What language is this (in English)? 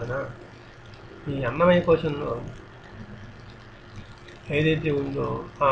Telugu